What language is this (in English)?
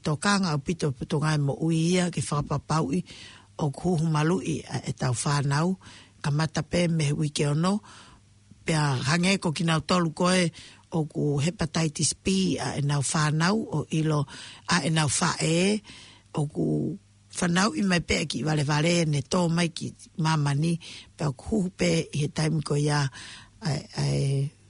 Tongan